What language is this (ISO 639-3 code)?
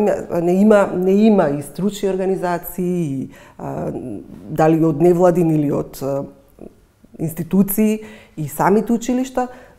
mkd